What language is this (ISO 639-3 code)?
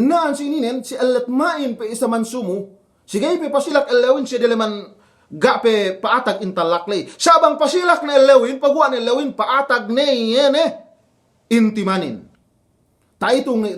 yka